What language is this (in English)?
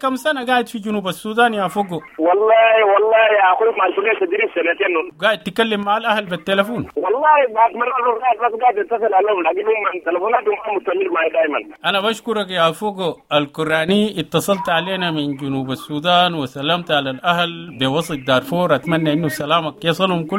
Sudanese Arabic